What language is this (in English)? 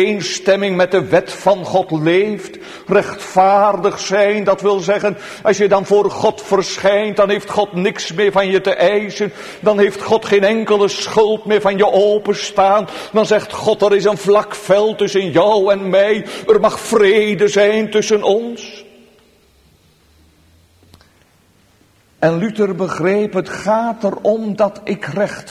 Dutch